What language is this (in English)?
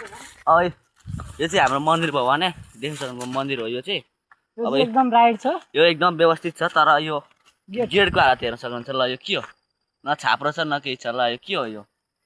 Nepali